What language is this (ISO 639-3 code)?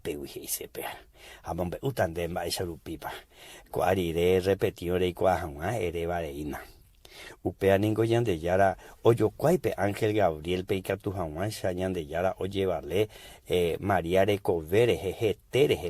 grn